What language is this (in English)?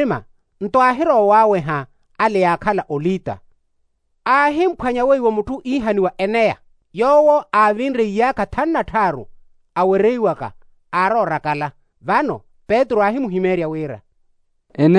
Makhuwa